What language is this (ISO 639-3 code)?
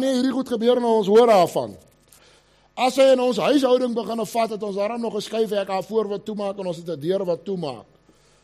afr